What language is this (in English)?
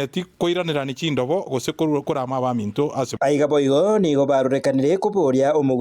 Gusii